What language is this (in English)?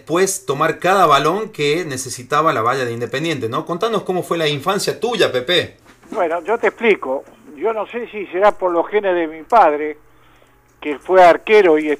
Spanish